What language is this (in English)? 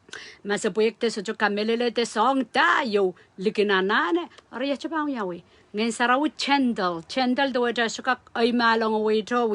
Pohnpeian